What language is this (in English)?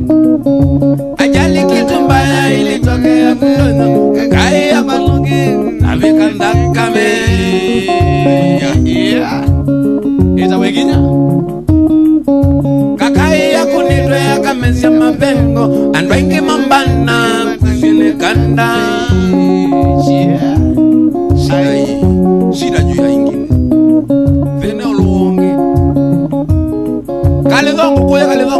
Swahili